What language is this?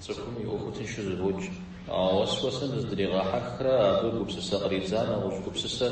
Kabardian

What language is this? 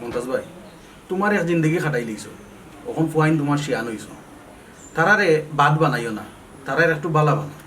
Sylheti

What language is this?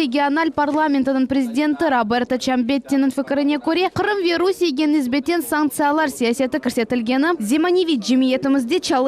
Crimean Tatar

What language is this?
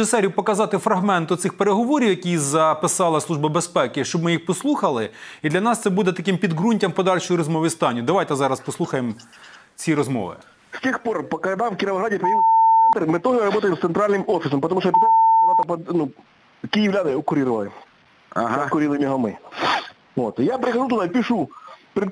Ukrainian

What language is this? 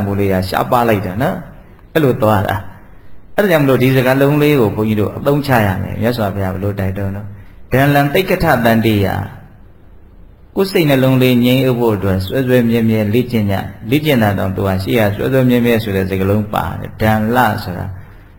Burmese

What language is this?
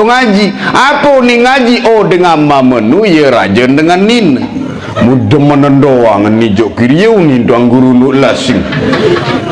Sasak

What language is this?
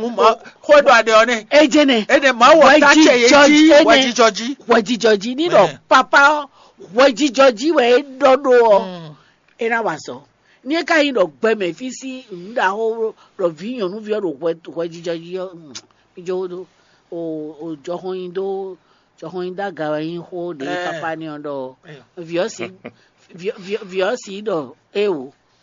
Fon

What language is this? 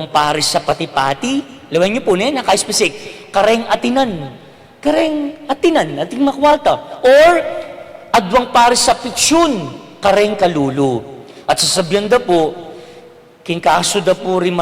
Pampanga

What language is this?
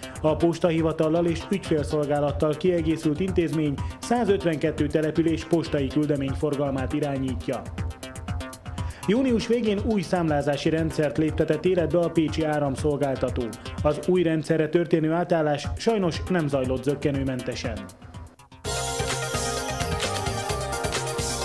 Hungarian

